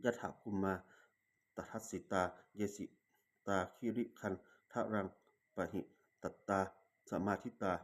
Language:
Pali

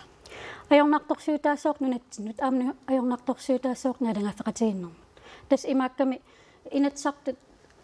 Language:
Kalaallisut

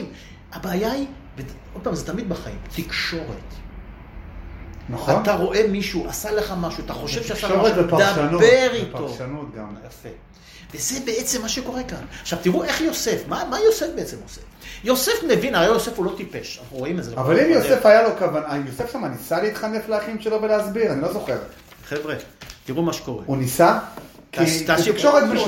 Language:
Hebrew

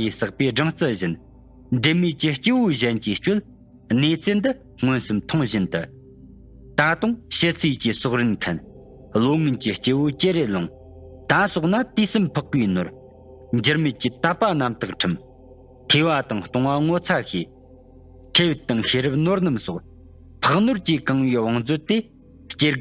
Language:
Tibetan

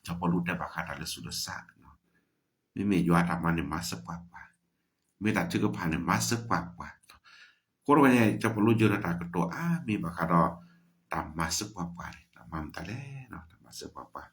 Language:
S'gaw Karen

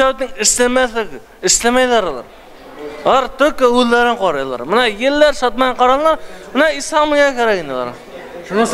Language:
Bashkir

